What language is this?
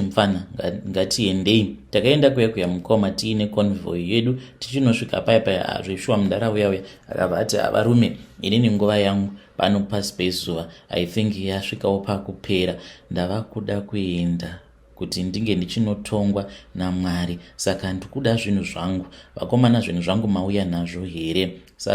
Shona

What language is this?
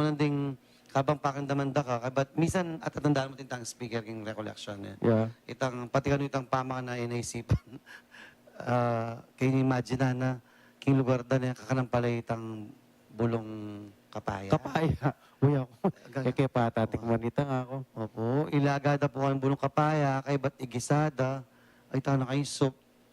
Pampanga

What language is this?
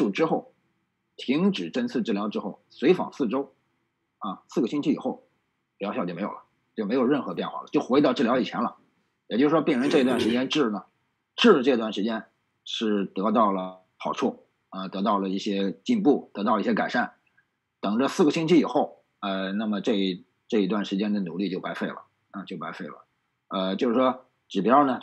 Chinese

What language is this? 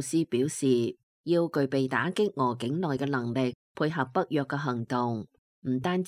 Cantonese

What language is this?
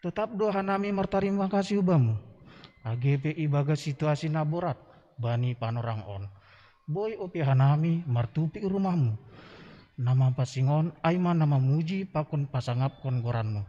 Batak Simalungun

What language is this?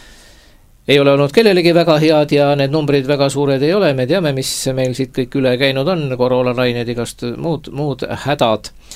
Estonian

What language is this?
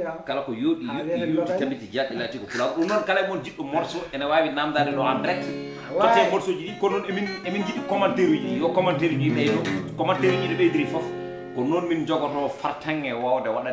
Fula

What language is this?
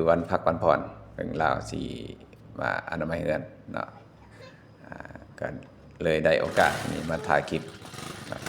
Lao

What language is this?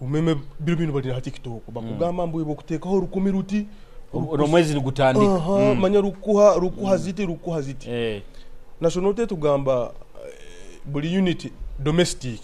Nyoro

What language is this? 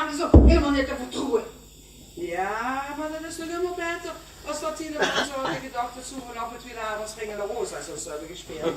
Limburgish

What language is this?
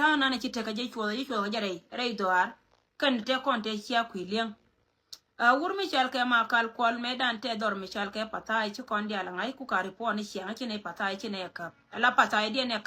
Nuer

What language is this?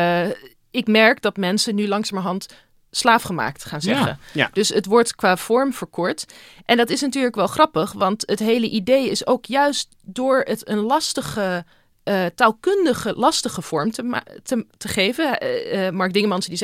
Dutch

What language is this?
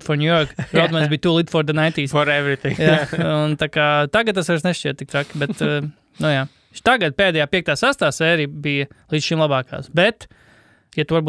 Latvian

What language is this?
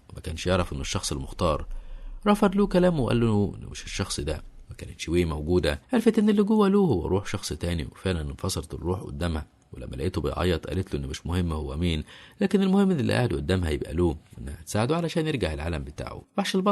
Egyptian Arabic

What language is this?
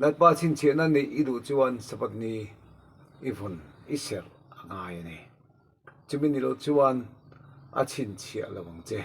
Mizo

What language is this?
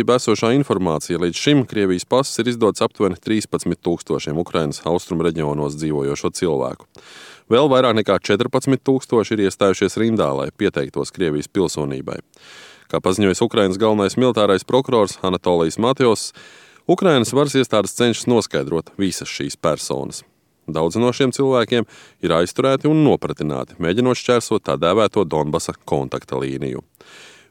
Latvian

